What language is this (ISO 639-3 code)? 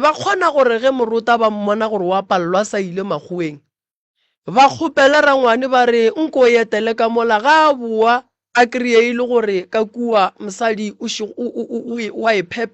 nso